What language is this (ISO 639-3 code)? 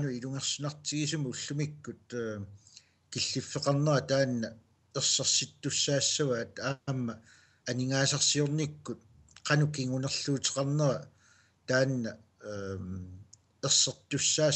kal